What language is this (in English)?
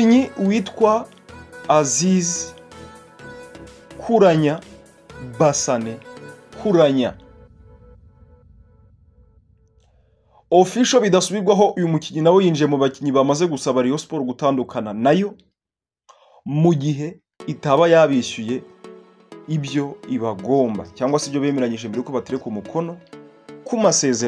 Kinyarwanda